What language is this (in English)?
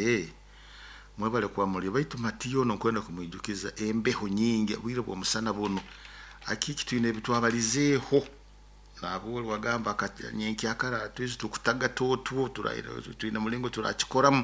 Nyoro